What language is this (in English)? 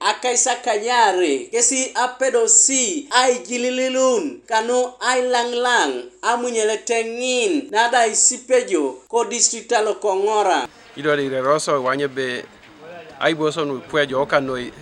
Teso